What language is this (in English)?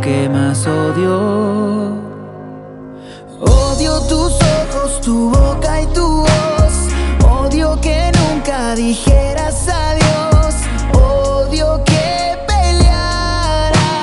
Spanish